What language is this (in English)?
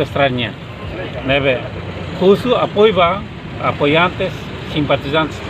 Tetum